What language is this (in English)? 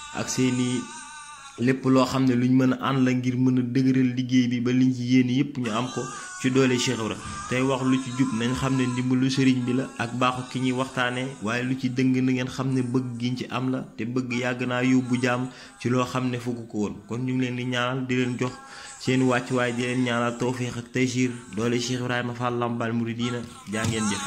Wolof